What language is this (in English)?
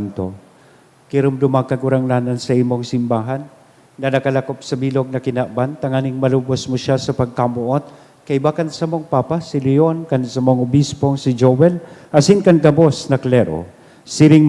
Bikol